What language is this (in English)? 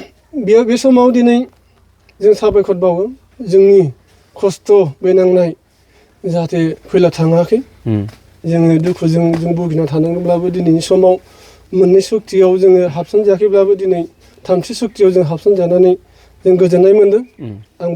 Bodo